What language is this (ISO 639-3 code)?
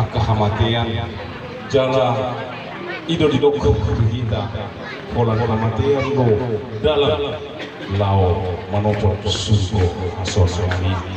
bbc